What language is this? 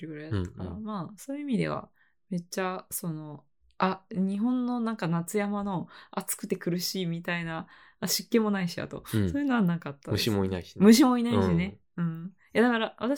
Japanese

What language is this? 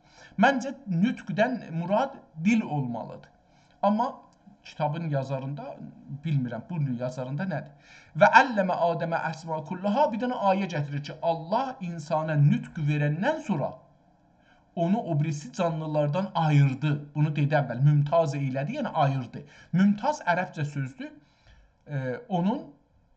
South Azerbaijani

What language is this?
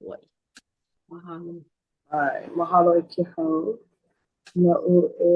Hawaiian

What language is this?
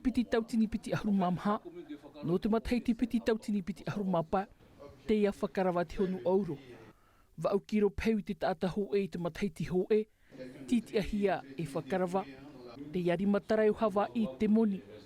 Tahitian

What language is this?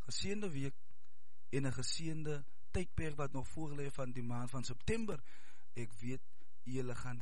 Afrikaans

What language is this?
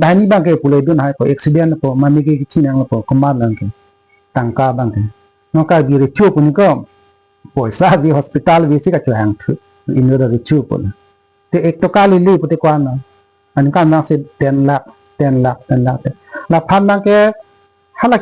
Karbi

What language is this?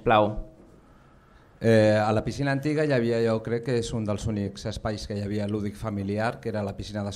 Catalan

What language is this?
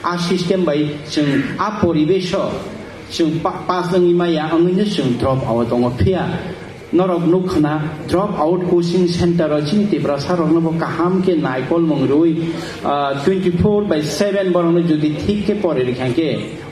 Kok Borok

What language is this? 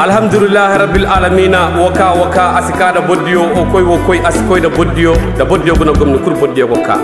Koyraboro Senni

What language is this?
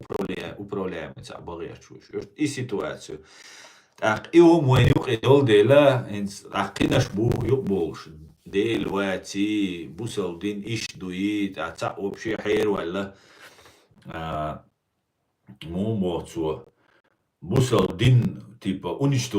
Chechen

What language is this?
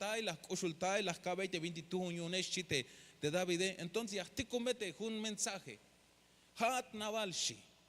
Tzeltal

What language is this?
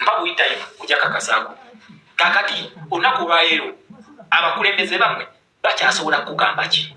Ganda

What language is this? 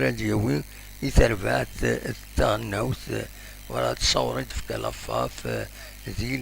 Kabyle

